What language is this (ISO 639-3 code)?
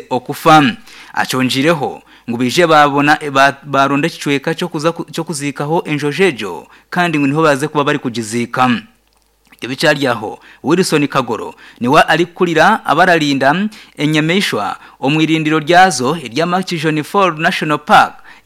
nyn